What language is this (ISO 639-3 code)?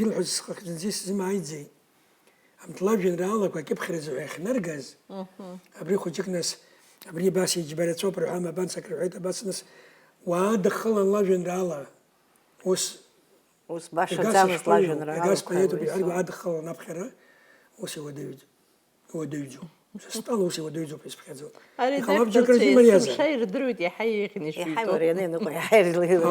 abk